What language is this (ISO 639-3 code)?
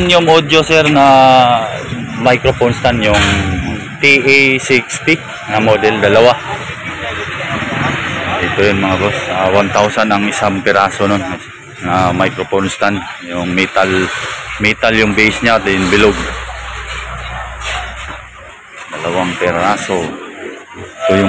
fil